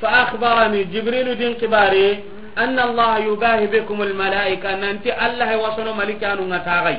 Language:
Soninke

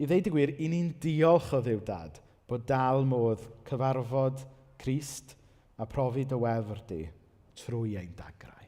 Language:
Welsh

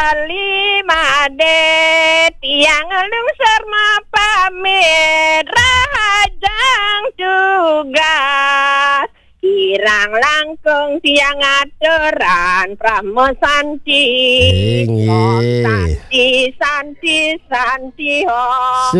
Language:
Balinese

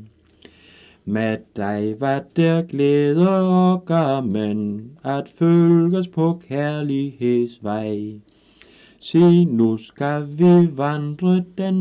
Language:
Danish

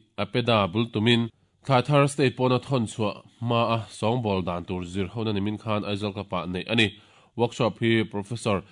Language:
Mizo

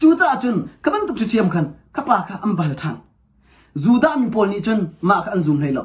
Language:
Hakha Chin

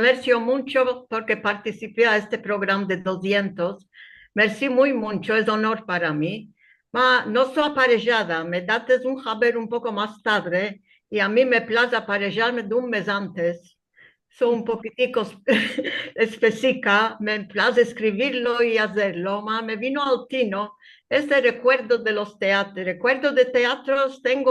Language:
Ladino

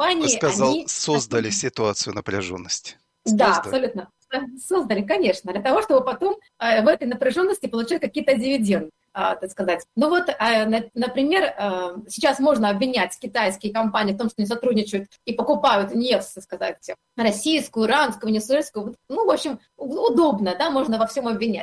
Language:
Russian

